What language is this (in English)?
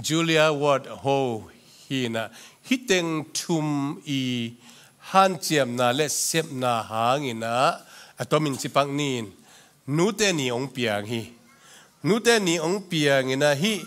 Tedim Chin